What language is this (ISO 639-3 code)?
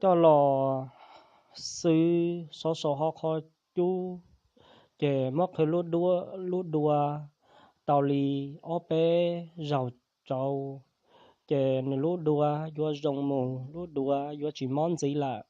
hmn